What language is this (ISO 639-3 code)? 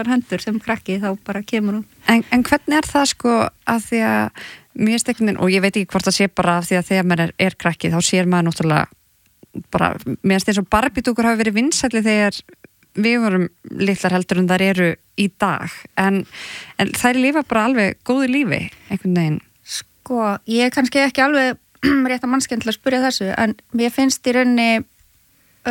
isl